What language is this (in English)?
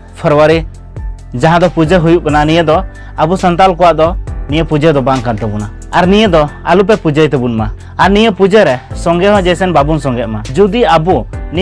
Santali